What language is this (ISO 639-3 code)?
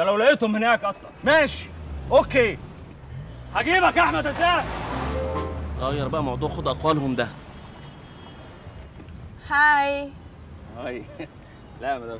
arz